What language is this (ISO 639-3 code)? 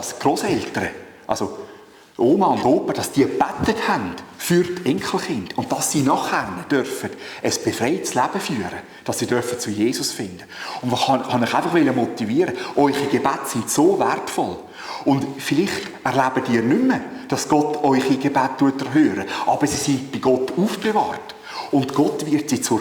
gsw